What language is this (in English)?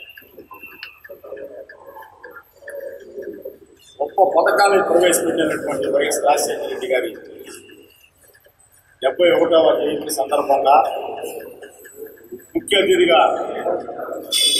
Telugu